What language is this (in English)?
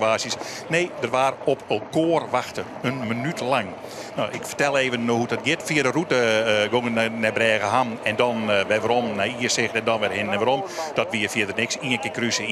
Western Frisian